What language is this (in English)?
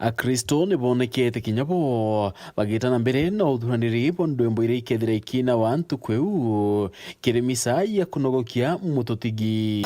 Meru